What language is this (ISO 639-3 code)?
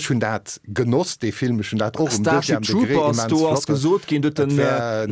ltz